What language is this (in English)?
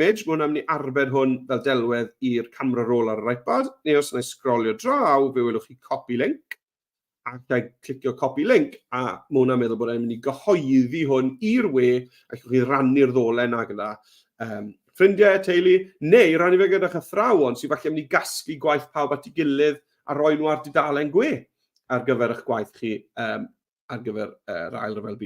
Welsh